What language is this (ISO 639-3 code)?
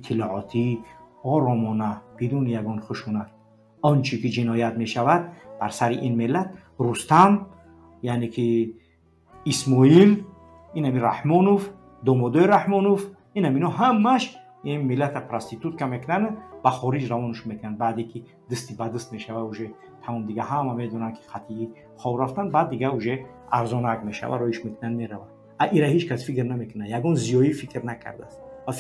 fas